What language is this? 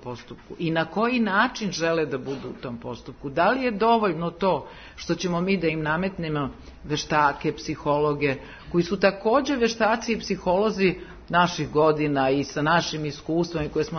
Serbian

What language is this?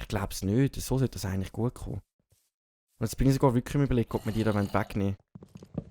Swiss German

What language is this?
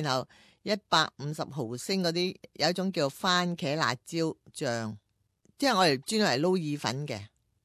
Cantonese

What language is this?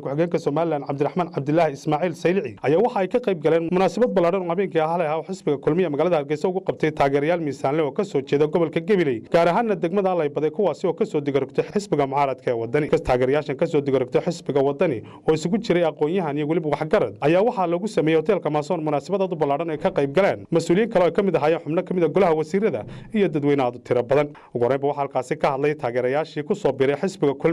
Somali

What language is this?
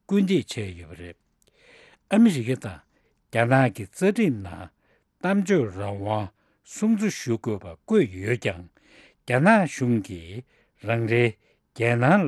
Tibetan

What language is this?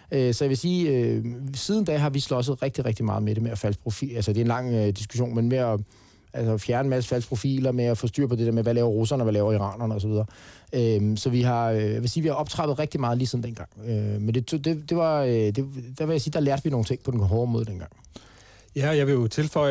Danish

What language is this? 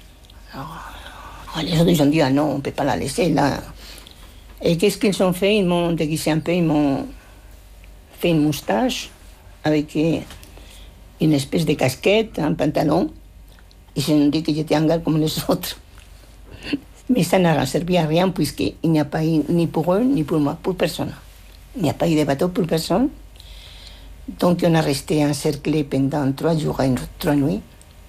French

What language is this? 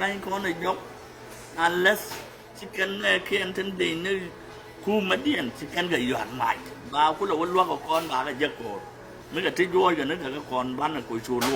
Nuer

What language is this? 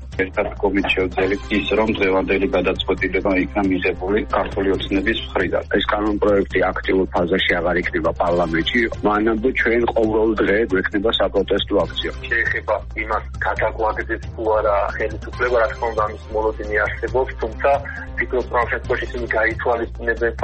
Georgian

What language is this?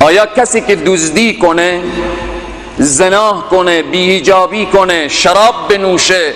Persian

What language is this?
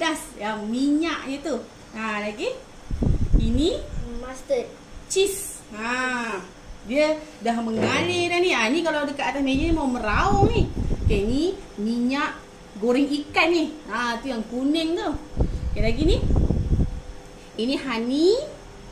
Malay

